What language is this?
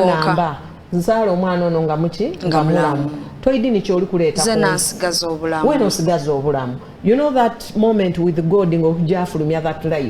Soga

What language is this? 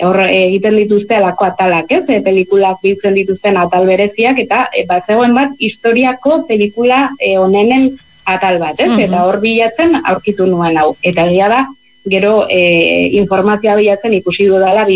Basque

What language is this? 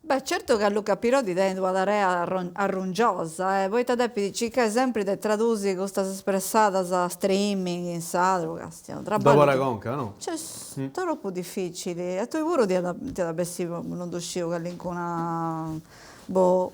Sardinian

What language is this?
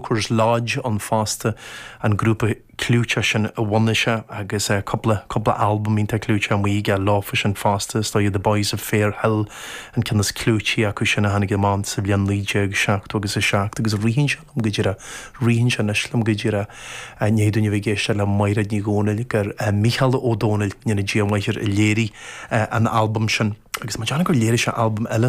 Irish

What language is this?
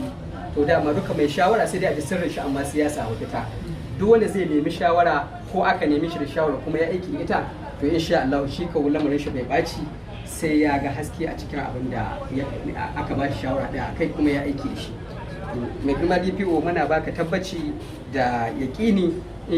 Hausa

